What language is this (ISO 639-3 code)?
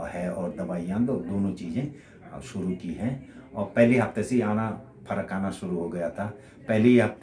hin